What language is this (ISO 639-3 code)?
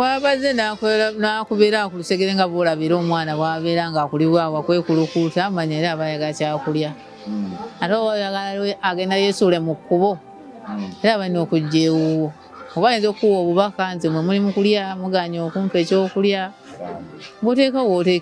lug